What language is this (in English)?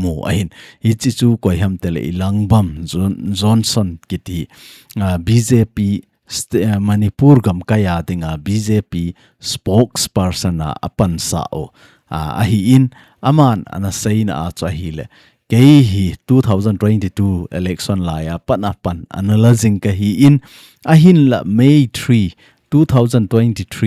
Thado Chin